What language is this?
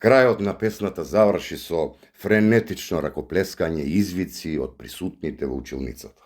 Macedonian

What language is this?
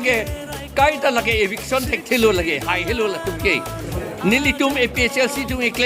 Karbi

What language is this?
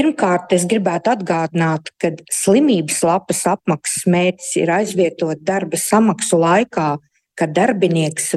Latvian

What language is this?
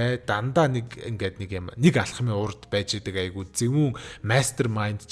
Mongolian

